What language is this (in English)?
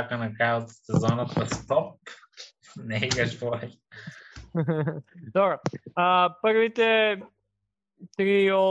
Macedonian